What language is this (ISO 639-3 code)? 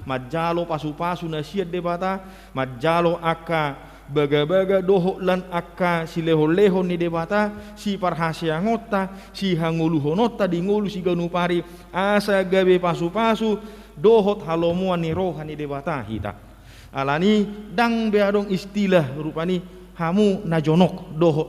bbc